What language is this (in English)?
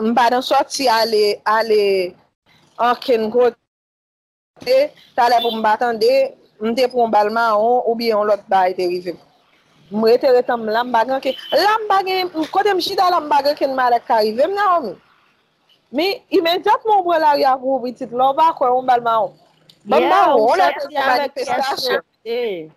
Haitian Creole